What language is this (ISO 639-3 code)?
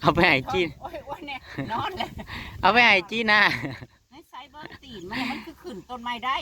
tts